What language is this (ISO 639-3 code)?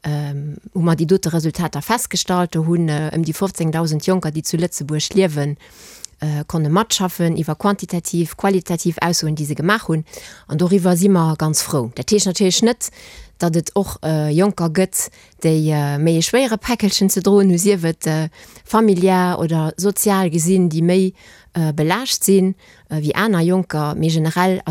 ltz